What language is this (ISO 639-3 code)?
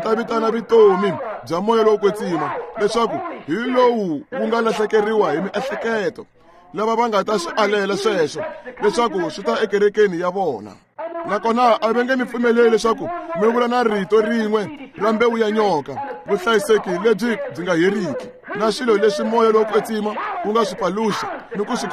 tso